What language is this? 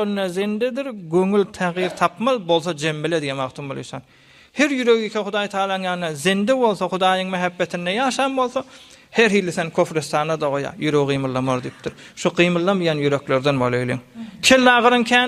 Turkmen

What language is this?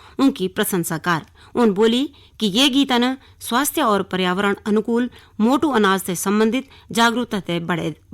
Garhwali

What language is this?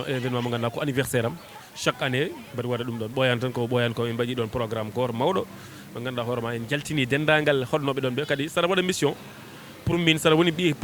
Fula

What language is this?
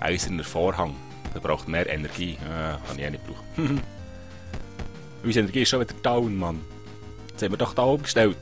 Swiss German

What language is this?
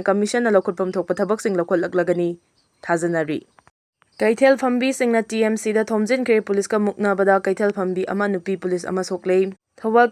Manipuri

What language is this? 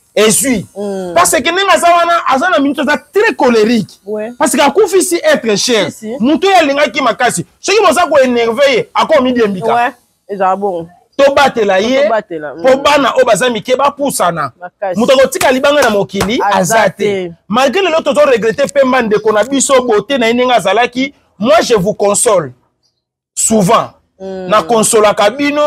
Lingala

